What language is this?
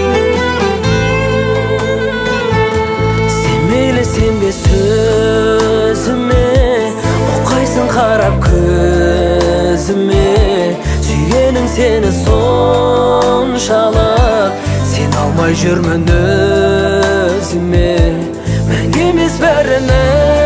Kazakh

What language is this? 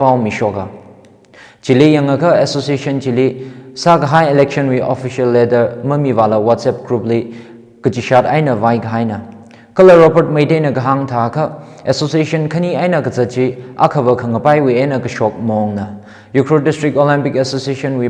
Tangkhul Naga (India)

